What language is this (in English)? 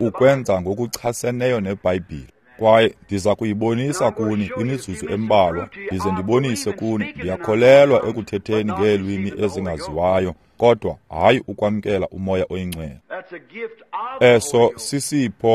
Xhosa